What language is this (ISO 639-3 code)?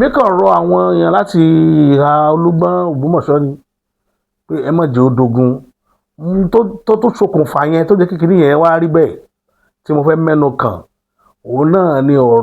yor